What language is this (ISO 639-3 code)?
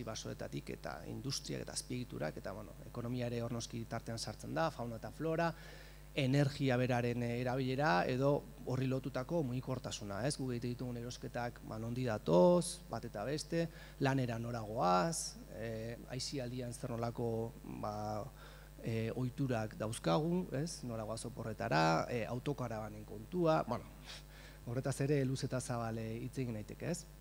eus